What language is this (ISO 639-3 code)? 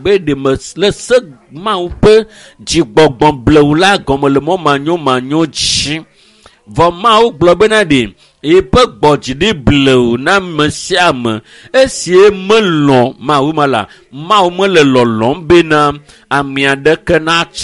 ewe